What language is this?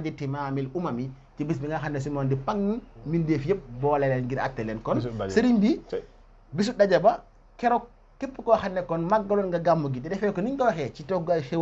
Wolof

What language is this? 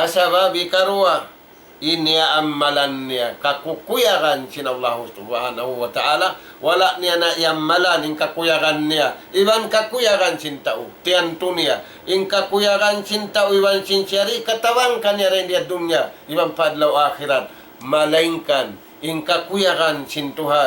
Tausug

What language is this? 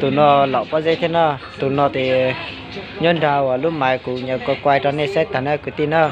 Hmong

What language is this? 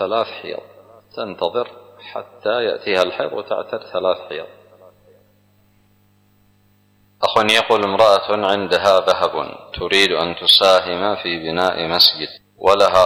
Arabic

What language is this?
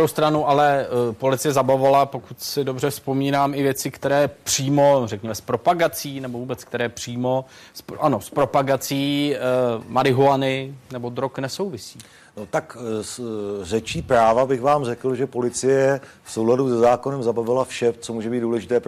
Czech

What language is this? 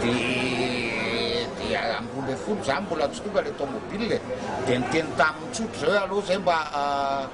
Malagasy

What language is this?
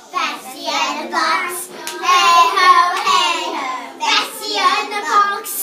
Welsh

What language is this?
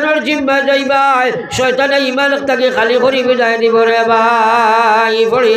Sylheti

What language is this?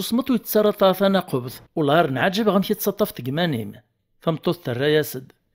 Kabyle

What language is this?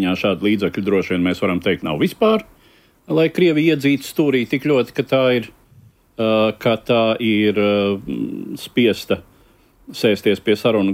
Latvian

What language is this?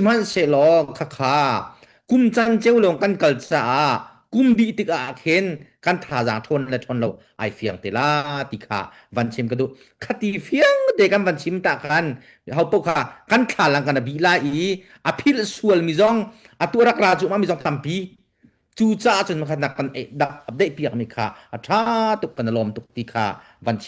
Hakha Chin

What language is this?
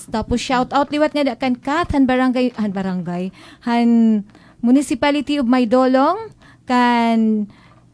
Waray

